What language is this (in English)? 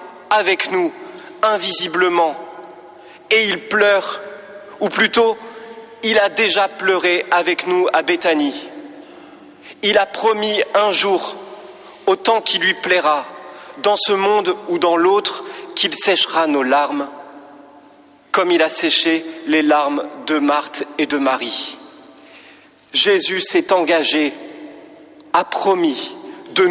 French